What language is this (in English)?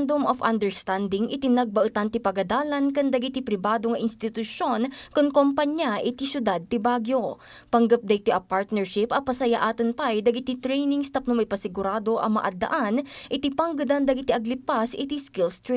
Iloko